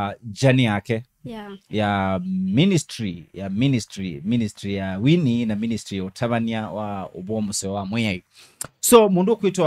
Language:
Kamba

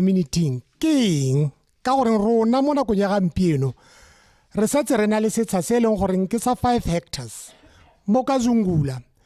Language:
Tswana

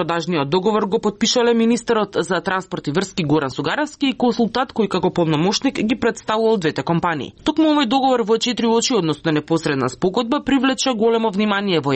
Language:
Macedonian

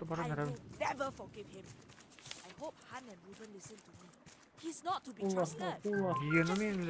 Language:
Yakut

